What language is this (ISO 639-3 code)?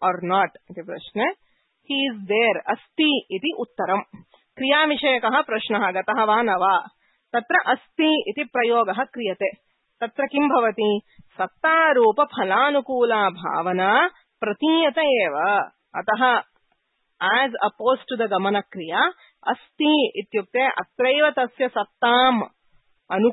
san